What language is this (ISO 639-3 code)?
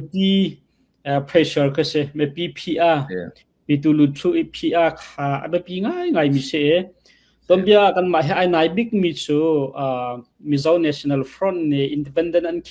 cfm